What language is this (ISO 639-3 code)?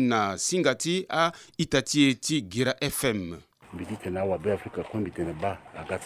sag